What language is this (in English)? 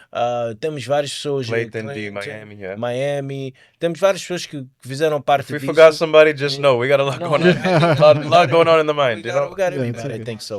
Kabuverdianu